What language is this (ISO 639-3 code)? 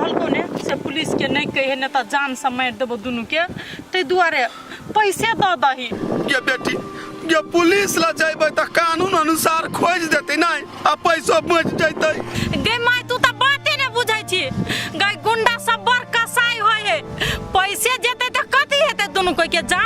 mai